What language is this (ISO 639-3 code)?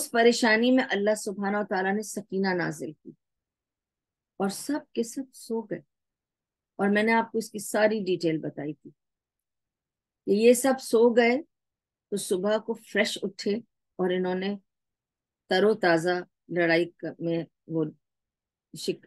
urd